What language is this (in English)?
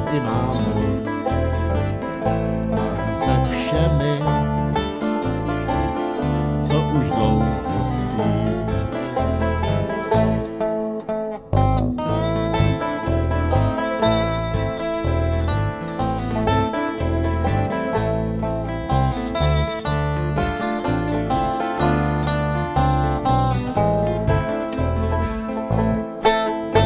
Czech